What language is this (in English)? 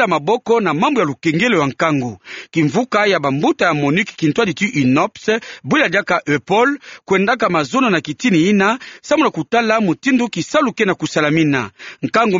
Kituba (Democratic Republic of Congo)